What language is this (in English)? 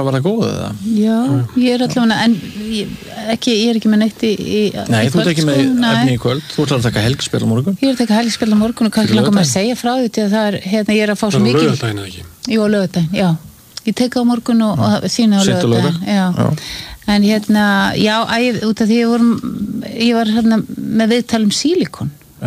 Icelandic